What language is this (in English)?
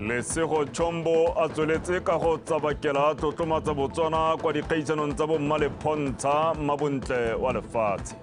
Tswana